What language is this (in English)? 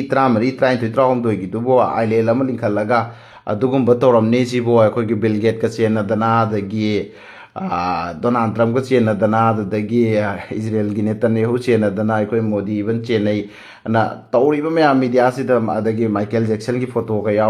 Manipuri